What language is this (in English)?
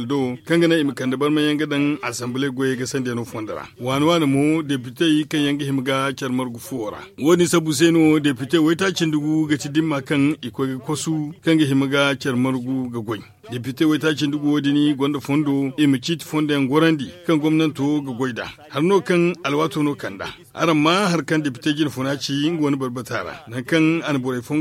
Zarma